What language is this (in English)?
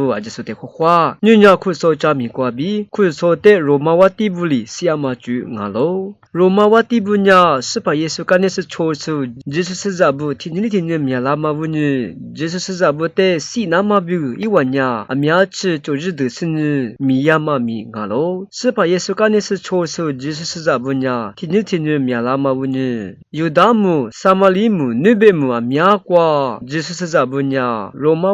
Lisu